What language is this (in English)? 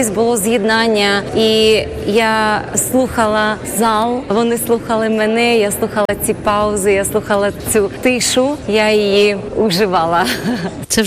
Ukrainian